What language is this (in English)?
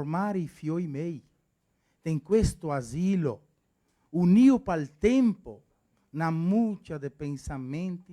Venetian